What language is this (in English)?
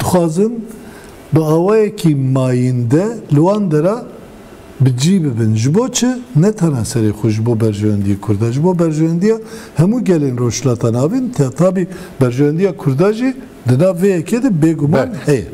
Kurdish